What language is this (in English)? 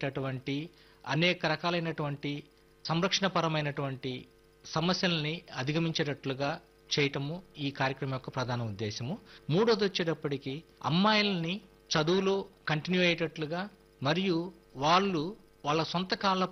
Telugu